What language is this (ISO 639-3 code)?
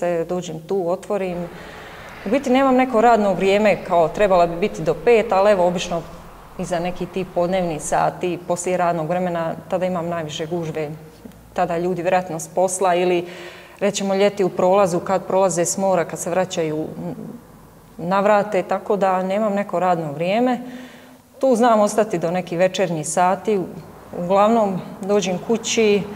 hrv